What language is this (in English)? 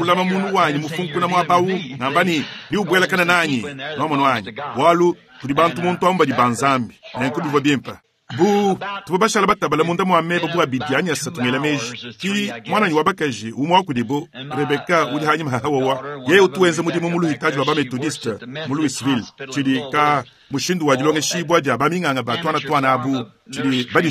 Luba-Lulua